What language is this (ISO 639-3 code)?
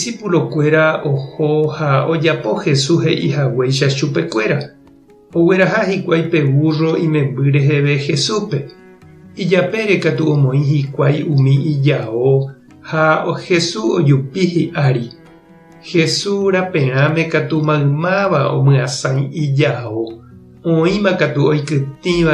grn